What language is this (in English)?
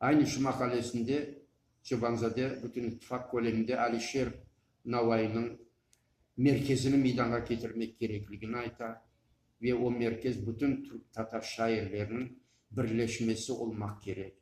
Crimean Tatar